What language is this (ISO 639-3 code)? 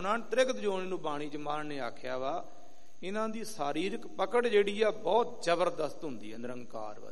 pan